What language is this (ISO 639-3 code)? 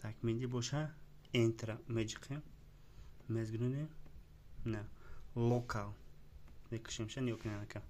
tgk